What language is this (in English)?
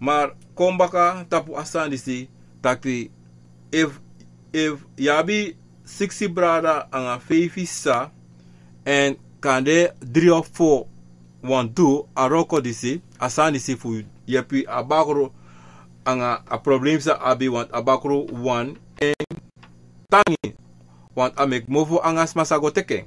Sranan Tongo